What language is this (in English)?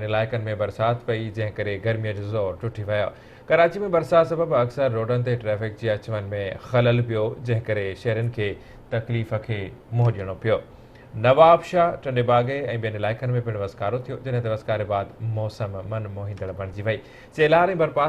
Sindhi